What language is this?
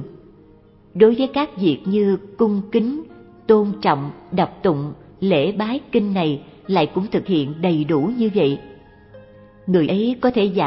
Vietnamese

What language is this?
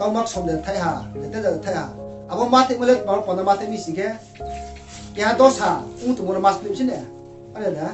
Riang (India)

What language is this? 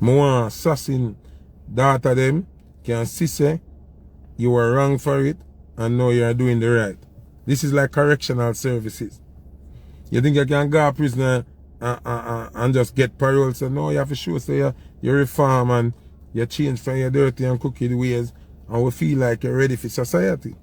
Jamaican Creole English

